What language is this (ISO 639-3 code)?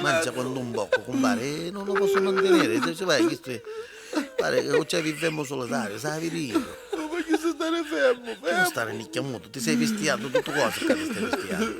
nap